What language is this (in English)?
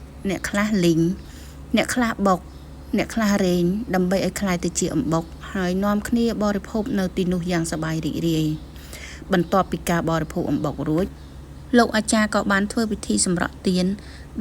Khmer